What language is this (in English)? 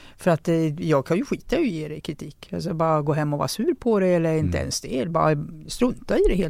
Swedish